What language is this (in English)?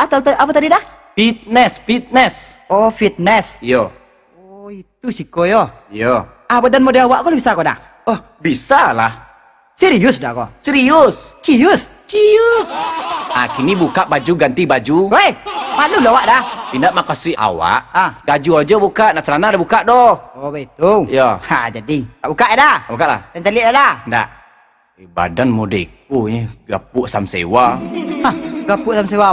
Minangkabau